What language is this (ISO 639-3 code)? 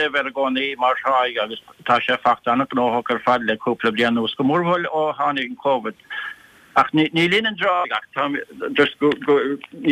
gle